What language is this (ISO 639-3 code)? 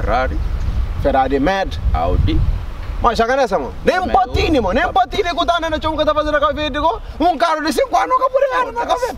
kea